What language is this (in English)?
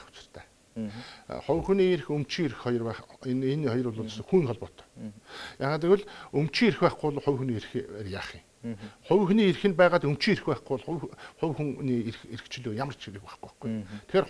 Mongolian